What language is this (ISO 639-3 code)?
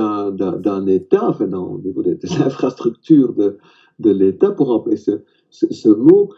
fra